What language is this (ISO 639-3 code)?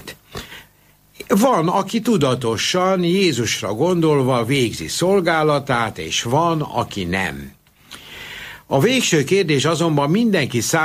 hun